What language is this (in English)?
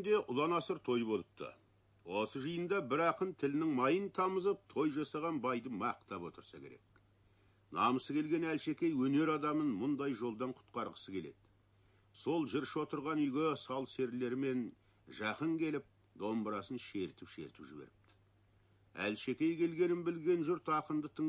Kazakh